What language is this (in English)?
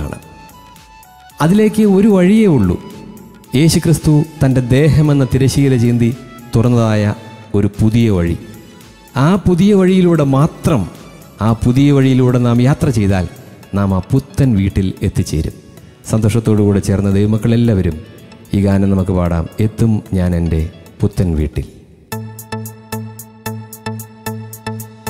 Malayalam